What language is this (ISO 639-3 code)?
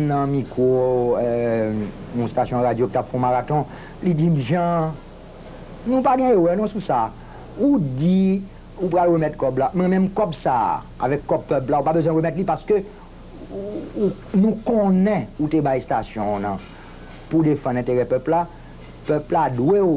hat